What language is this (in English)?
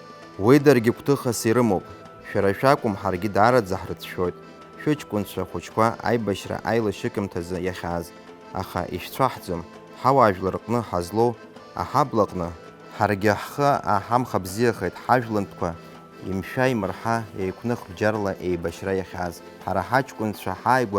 Abkhazian